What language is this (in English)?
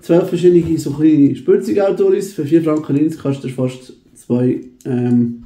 Swiss German